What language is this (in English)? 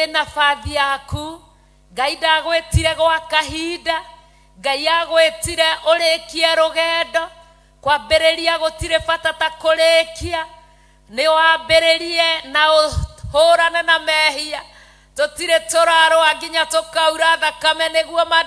Kikuyu